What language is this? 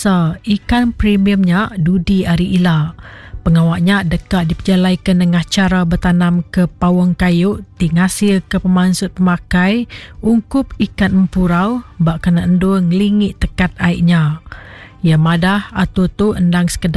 Iban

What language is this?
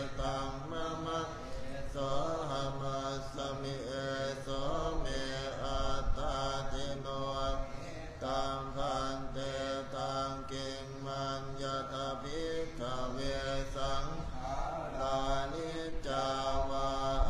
Pali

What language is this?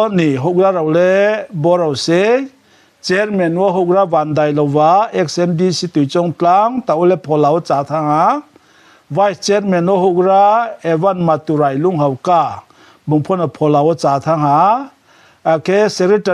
Riang (India)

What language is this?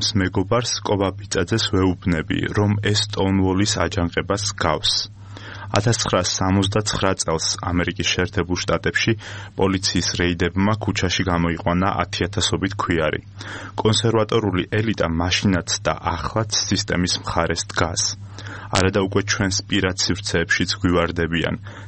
Georgian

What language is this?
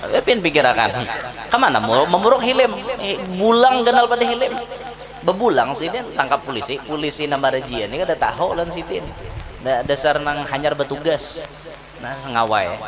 Banjar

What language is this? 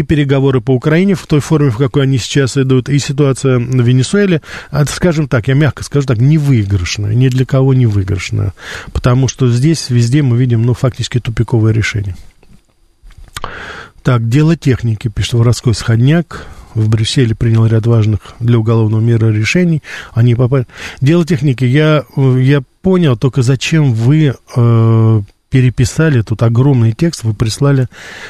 Russian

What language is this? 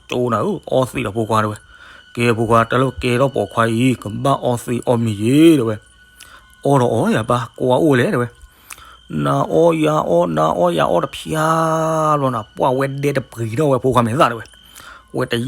S'gaw Karen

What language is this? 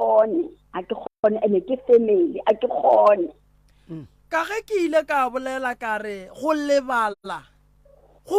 Northern Sotho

